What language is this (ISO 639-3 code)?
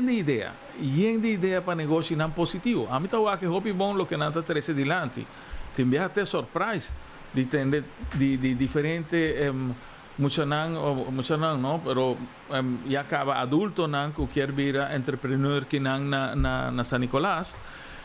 pap